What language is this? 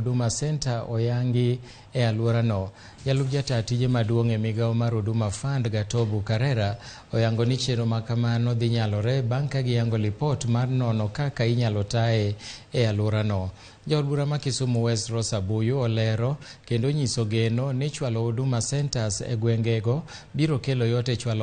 Luo (Kenya and Tanzania)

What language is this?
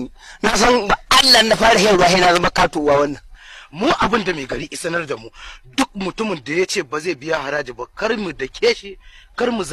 Hausa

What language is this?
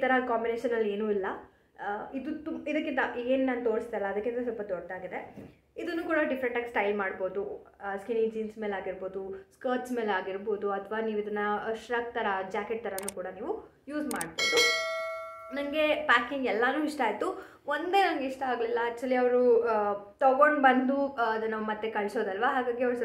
Kannada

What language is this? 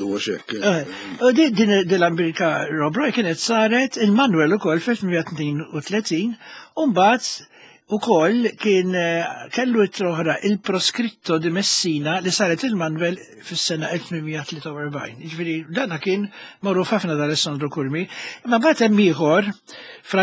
Maltese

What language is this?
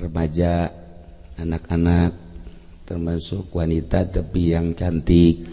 Sundanese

